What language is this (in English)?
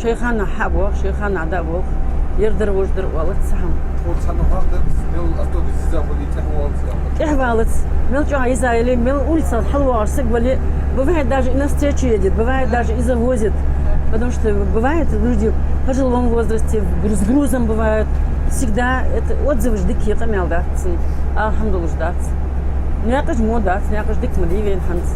Ingush